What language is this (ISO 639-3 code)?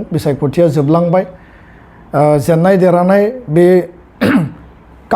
brx